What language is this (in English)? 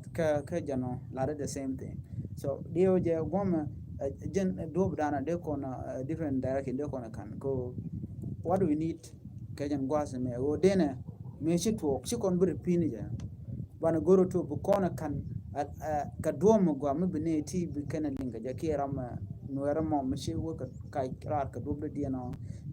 Nuer